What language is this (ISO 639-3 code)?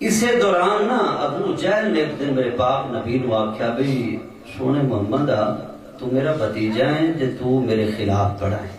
skr